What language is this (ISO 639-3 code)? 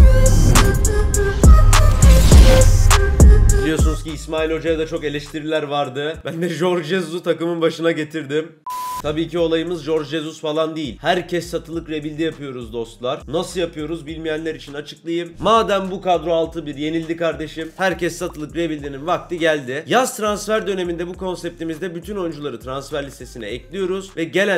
tur